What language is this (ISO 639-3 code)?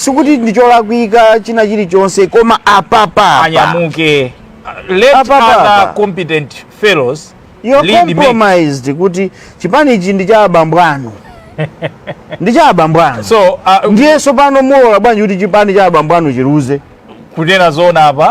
nya